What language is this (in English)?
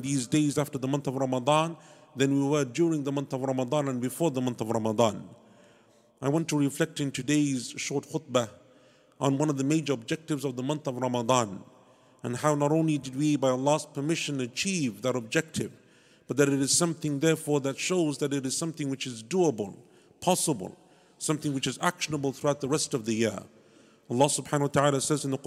English